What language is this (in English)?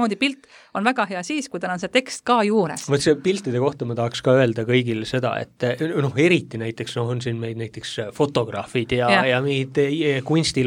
Estonian